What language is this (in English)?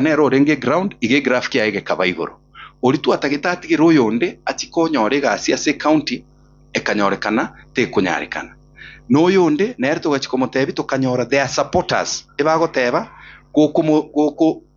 Gusii